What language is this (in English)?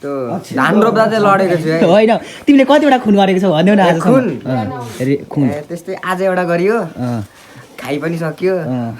Nepali